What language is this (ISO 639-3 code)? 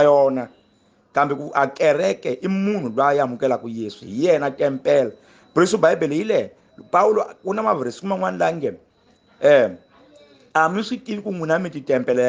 tso